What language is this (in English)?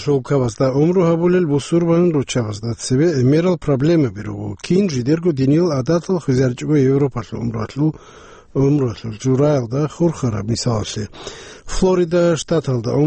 Avaric